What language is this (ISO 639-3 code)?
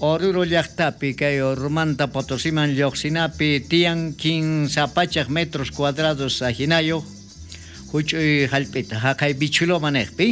quh